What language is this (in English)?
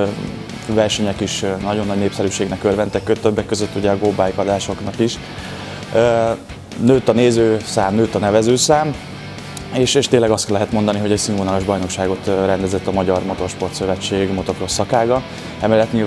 Hungarian